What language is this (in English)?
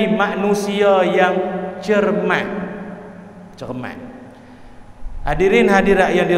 Malay